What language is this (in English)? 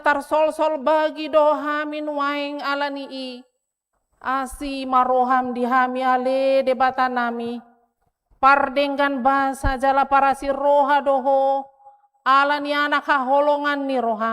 Batak Toba